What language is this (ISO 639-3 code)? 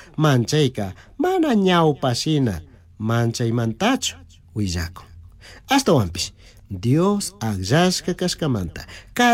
qug